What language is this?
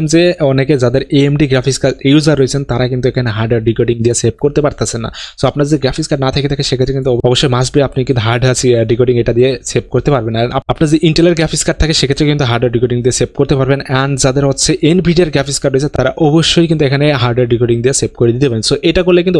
Bangla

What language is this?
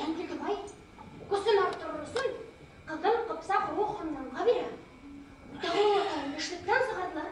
Bashkir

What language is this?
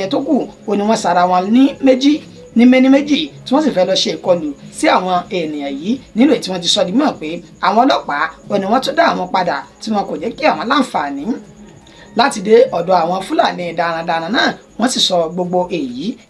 Yoruba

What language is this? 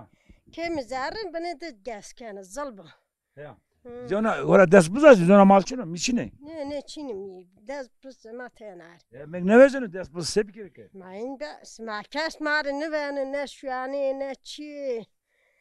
Zaza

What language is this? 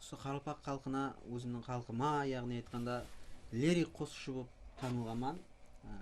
Kara-Kalpak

